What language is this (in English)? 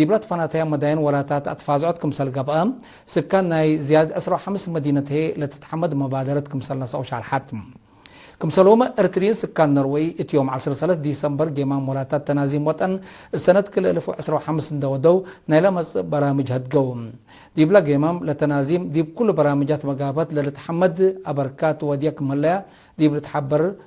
Tigre